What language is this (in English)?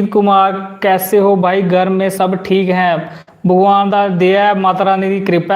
Dogri